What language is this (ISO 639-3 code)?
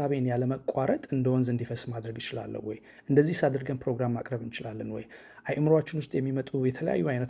amh